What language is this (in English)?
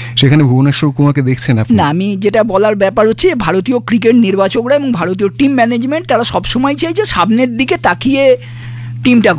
Bangla